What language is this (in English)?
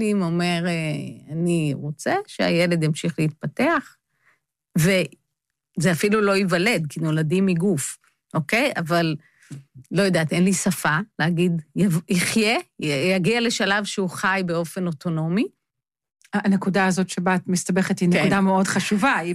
Hebrew